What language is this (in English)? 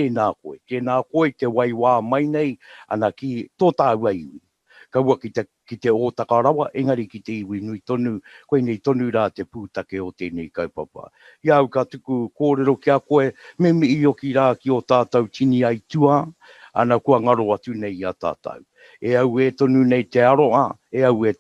Māori